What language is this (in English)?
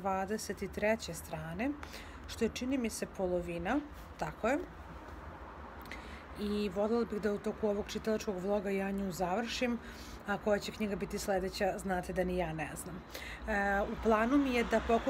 Serbian